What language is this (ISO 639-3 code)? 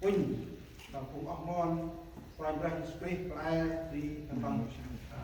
cmo